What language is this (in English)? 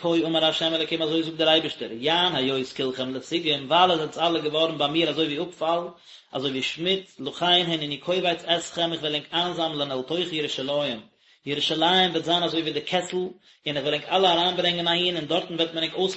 Yiddish